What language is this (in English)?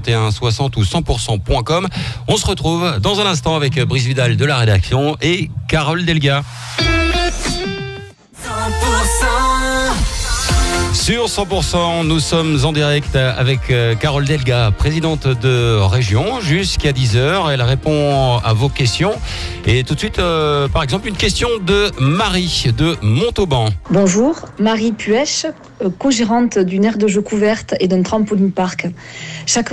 French